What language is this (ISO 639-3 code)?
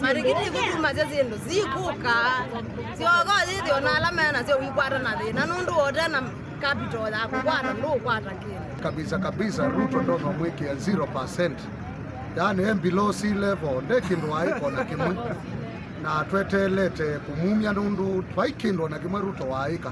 kam